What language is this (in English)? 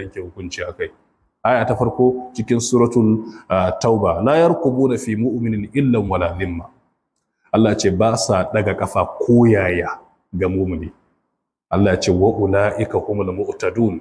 Hausa